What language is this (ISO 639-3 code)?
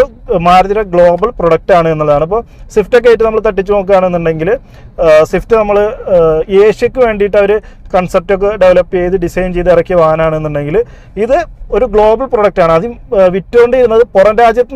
mal